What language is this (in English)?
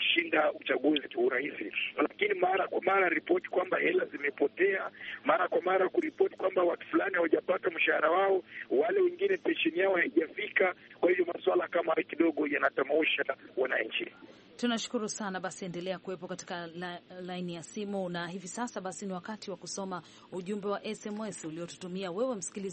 Swahili